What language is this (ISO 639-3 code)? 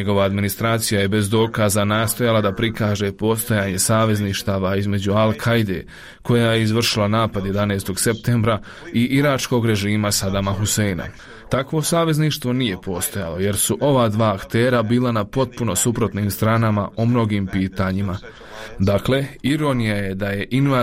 bos